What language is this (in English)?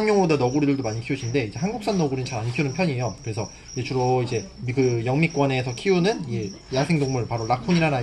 Korean